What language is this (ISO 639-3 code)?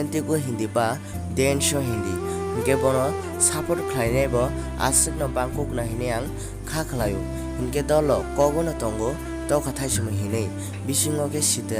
trp